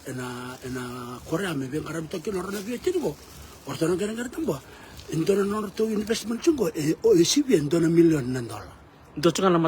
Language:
Fijian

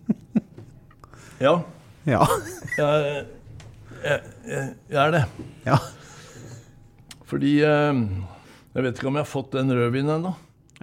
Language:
Norwegian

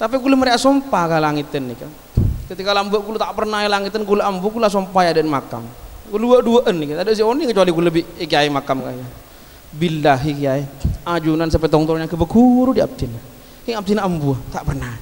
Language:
Madurese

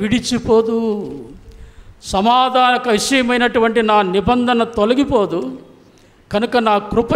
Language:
Telugu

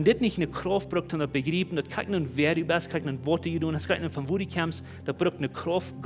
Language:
Plautdietsch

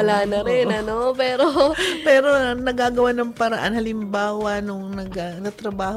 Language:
Filipino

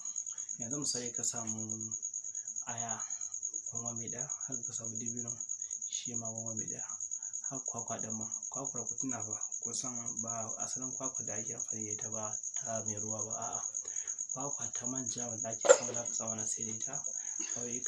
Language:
Hausa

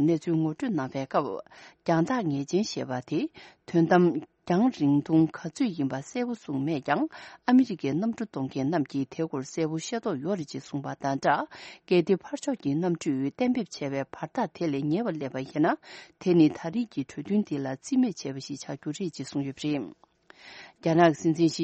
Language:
Tibetan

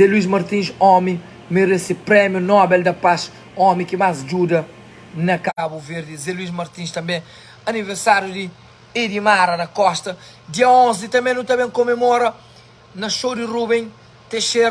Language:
Kabuverdianu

